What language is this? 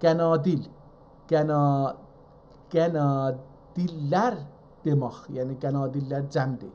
South Azerbaijani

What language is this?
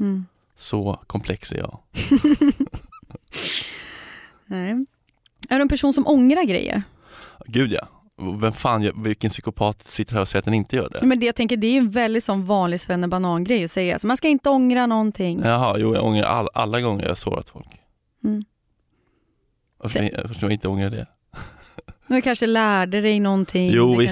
Swedish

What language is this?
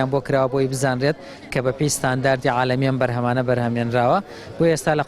Central Kurdish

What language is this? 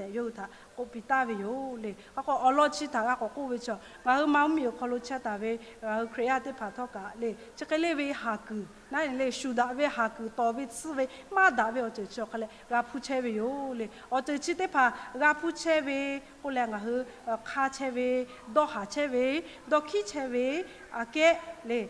Lahu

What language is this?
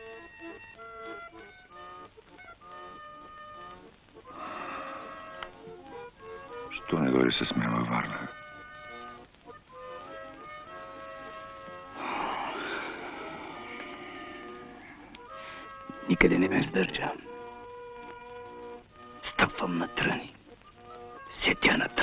Bulgarian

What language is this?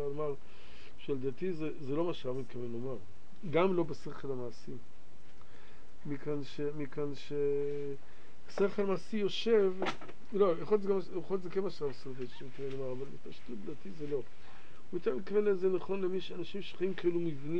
Hebrew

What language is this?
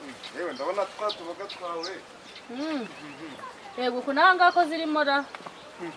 Kinyarwanda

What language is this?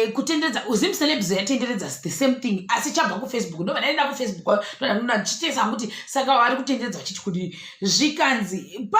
Shona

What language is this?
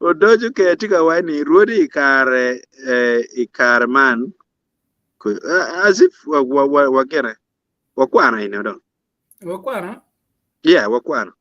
Acoli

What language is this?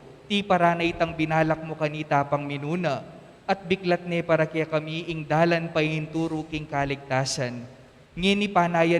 Pampanga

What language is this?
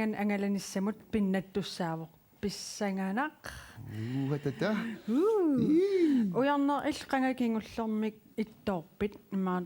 Kalaallisut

